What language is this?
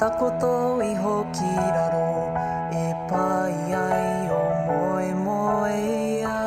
Māori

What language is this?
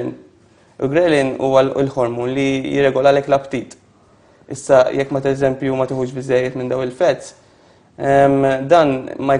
Maltese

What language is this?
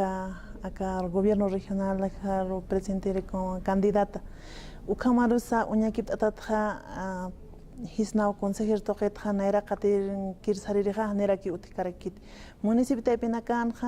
Aymara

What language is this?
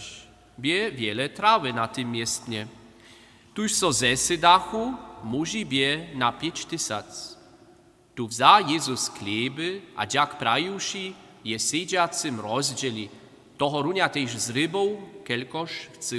Upper Sorbian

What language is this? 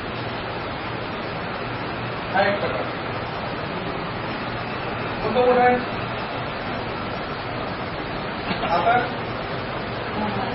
Marathi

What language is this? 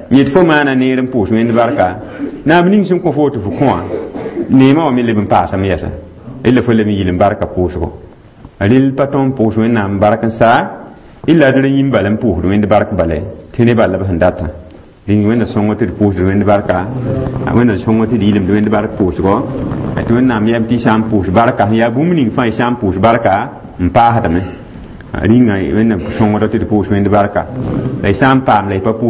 Mossi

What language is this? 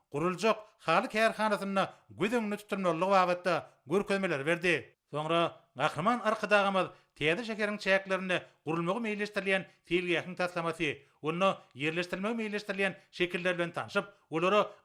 Turkmen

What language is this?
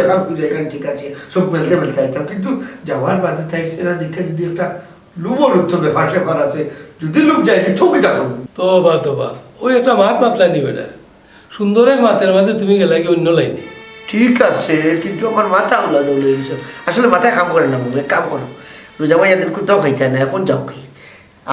Sylheti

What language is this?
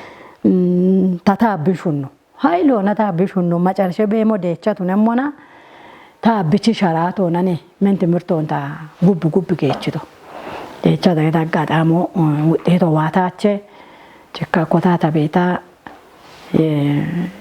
Kafa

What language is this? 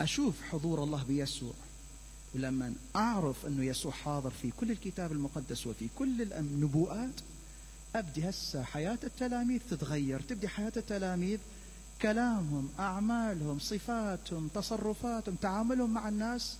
Mesopotamian Arabic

